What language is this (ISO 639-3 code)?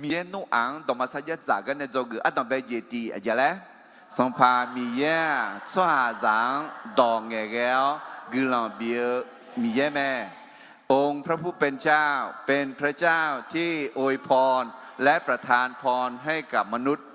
ahk